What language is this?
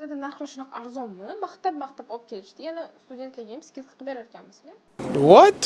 Uzbek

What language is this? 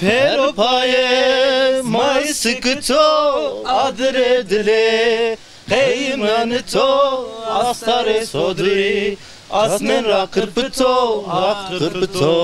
Zaza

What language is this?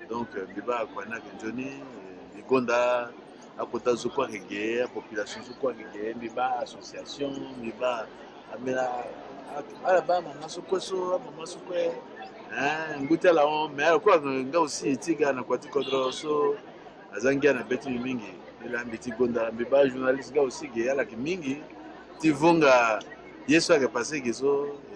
Sango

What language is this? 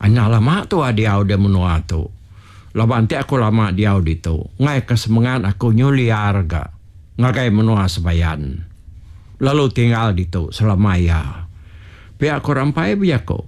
Iban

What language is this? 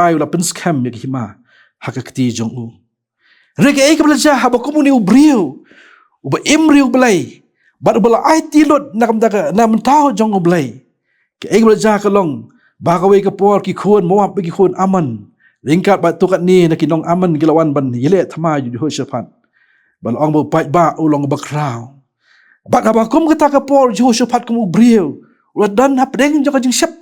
Khasi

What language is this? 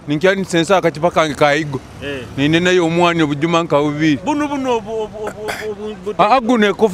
Nyoro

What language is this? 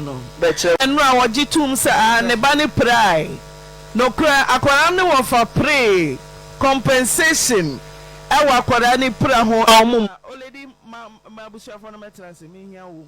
Akan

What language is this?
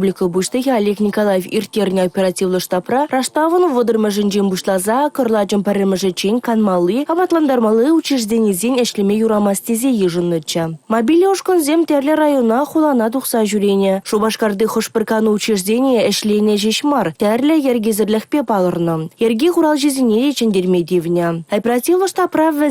Chuvash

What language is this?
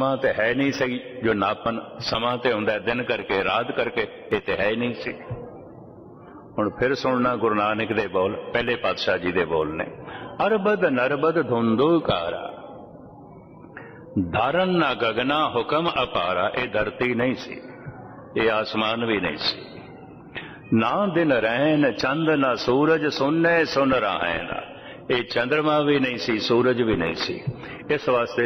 Punjabi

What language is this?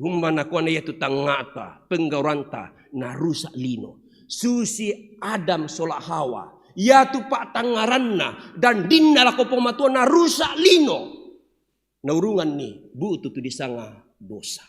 Toraja-Sa'dan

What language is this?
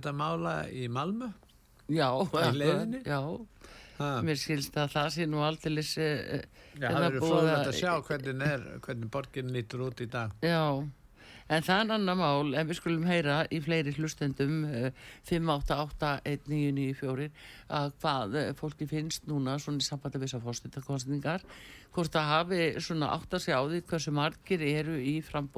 Icelandic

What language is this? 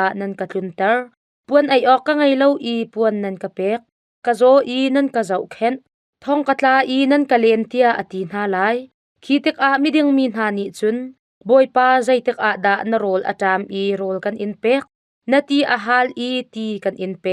Hakha Chin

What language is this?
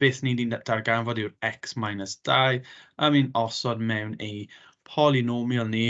Welsh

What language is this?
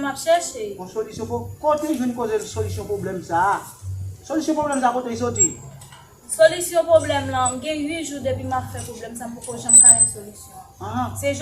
Haitian Creole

